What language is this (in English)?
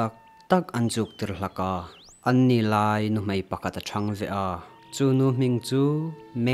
Hmar